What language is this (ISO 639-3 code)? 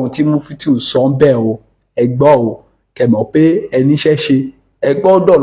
yor